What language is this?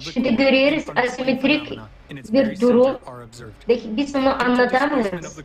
Gagauz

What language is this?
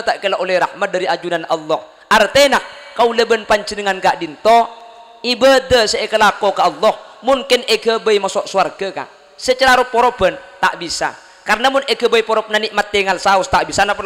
Madurese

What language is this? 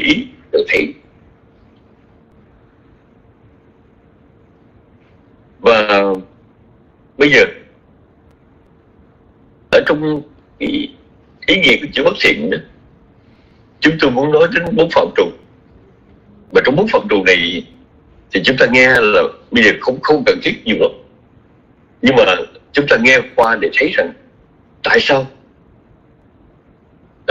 Vietnamese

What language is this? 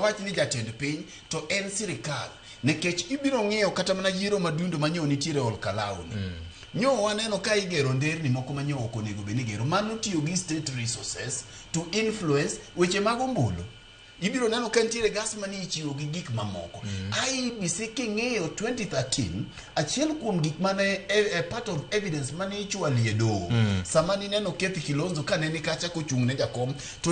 Luo (Kenya and Tanzania)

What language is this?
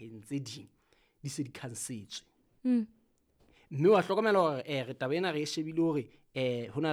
Southern Sotho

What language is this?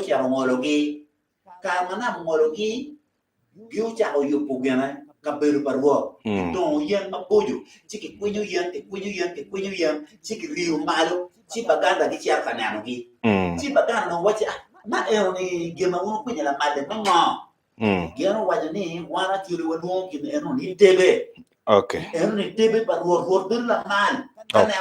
Acoli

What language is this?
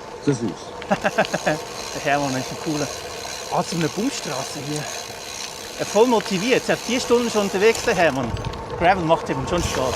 Swiss German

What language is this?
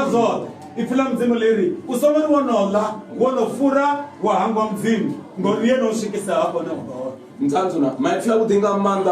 Venda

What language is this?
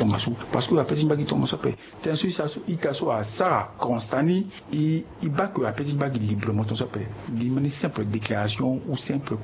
Sango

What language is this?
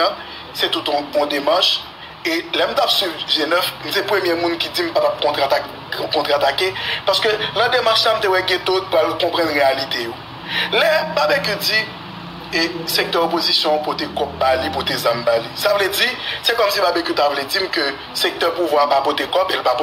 Haitian Creole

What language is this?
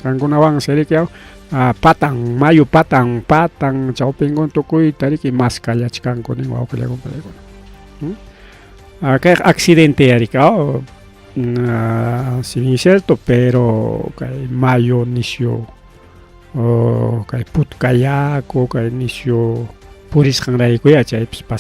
Ayacucho Quechua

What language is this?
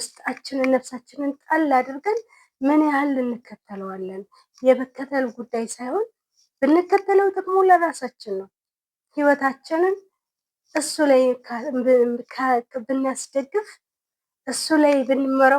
Amharic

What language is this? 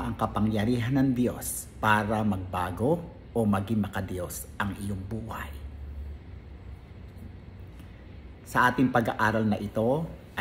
Filipino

